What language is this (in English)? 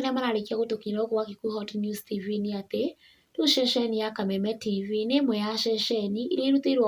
Kikuyu